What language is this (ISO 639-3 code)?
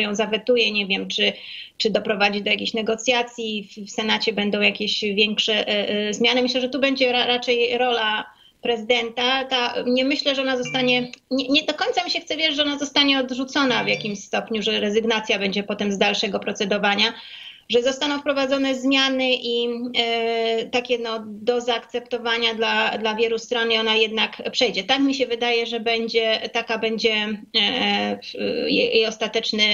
pol